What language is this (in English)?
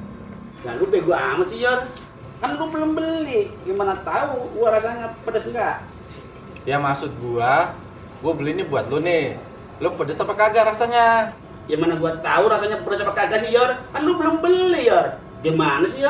Betawi